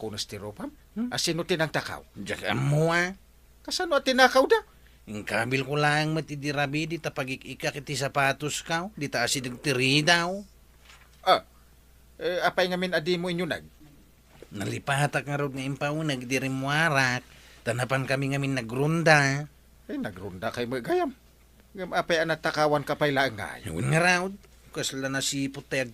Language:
Iloko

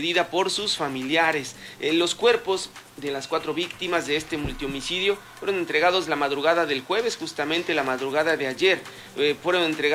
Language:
Spanish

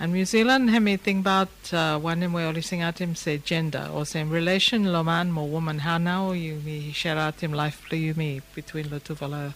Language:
Bislama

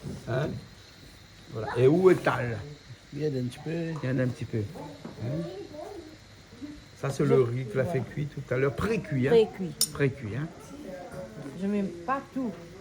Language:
Réunion Creole French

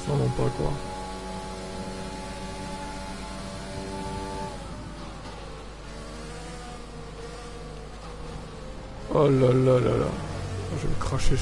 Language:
French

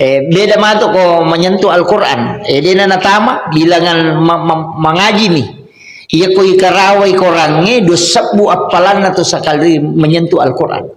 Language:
Buginese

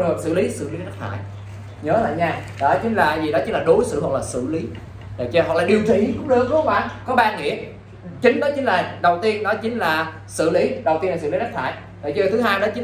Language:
Vietnamese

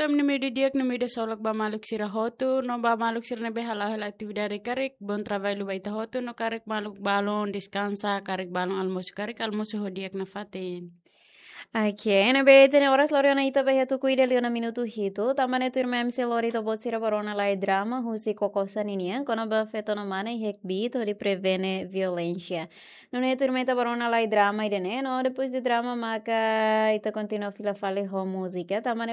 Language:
Tetum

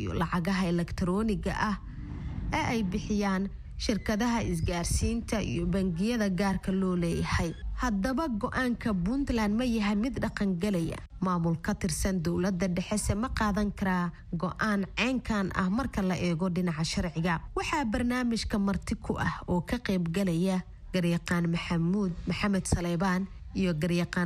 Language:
Somali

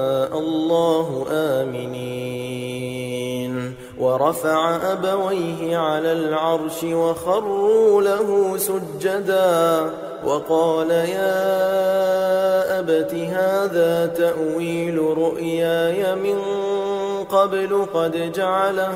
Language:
Arabic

